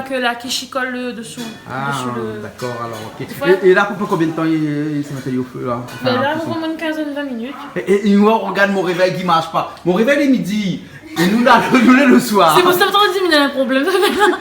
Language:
Réunion Creole French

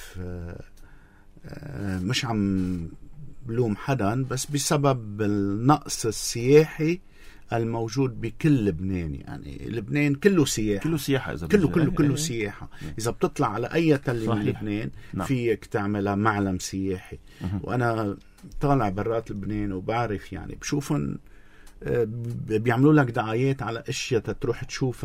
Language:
North Levantine Arabic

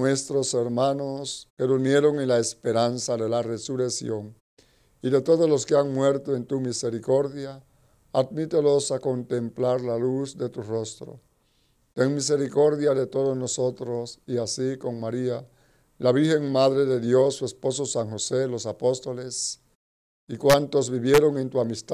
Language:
Spanish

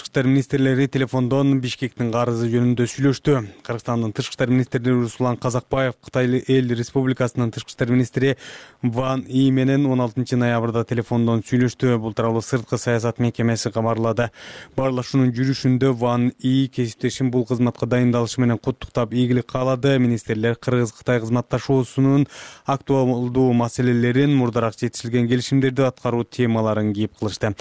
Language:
Kyrgyz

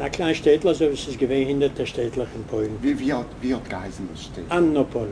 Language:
Yiddish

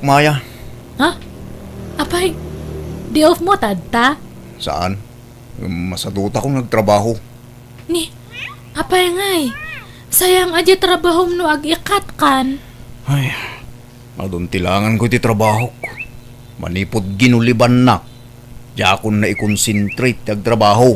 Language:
Iloko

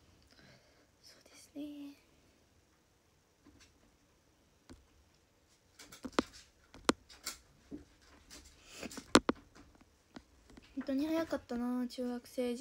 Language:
Japanese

